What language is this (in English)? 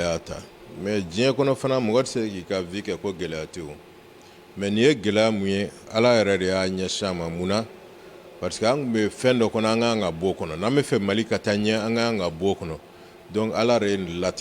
Bambara